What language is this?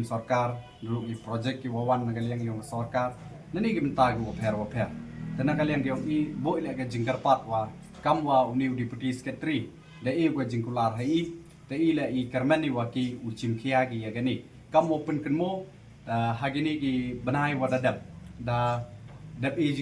Pnar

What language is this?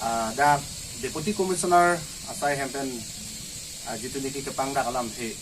Karbi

